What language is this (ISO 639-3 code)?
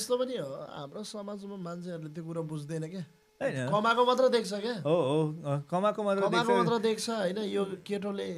nep